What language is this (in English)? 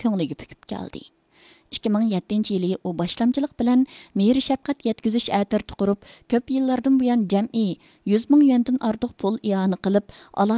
Uyghur